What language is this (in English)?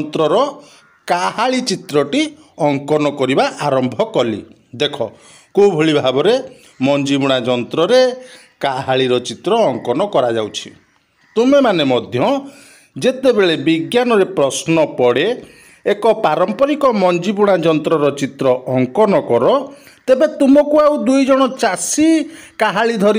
Odia